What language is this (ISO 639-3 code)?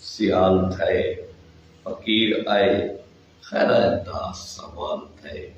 skr